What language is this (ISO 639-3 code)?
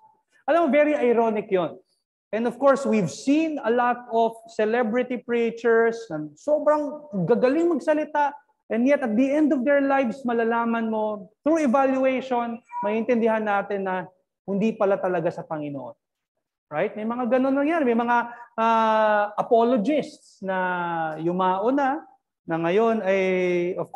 fil